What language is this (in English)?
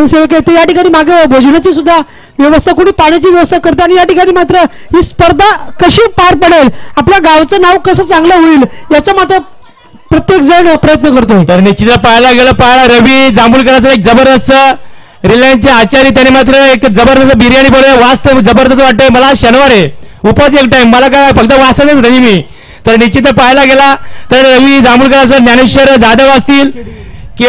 Marathi